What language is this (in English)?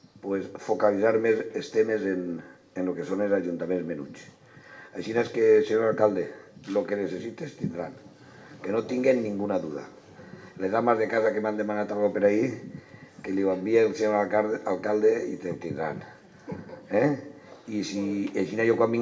Catalan